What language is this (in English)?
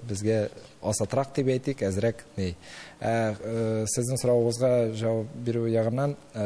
Tatar